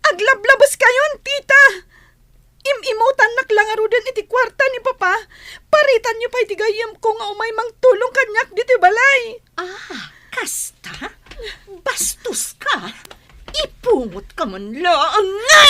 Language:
Iloko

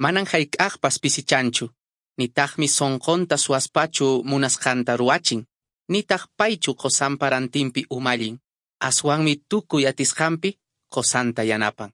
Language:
Quechua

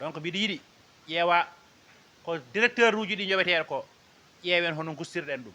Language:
Fula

